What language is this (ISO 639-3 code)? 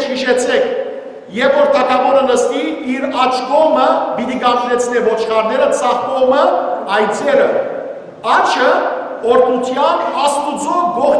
hyw